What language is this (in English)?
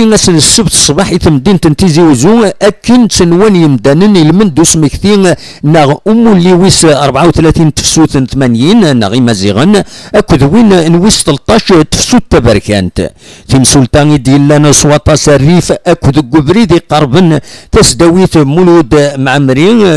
Kabyle